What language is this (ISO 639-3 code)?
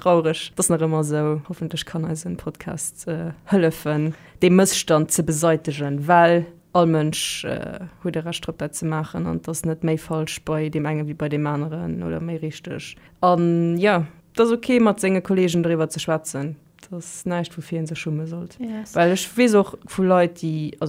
ltz